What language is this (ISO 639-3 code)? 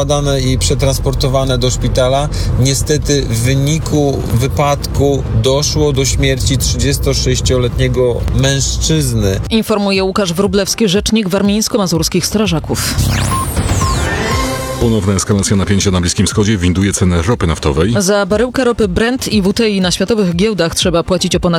pol